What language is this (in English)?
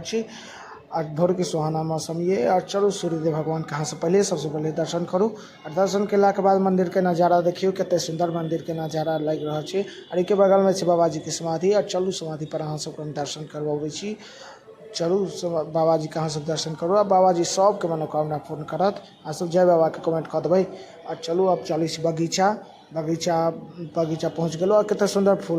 Maithili